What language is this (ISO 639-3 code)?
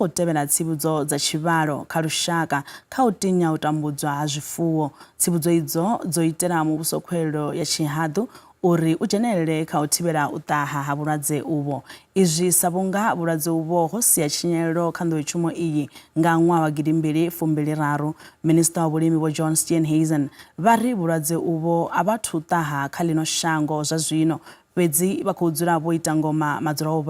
ven